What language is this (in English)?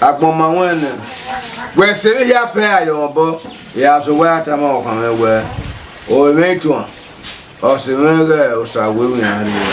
Bini